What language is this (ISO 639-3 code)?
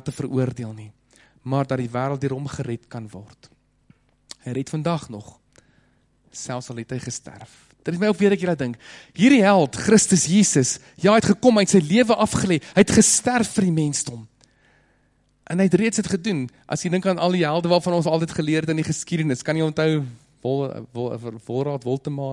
afr